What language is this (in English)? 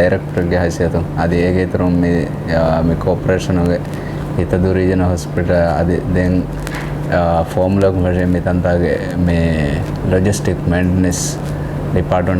Divehi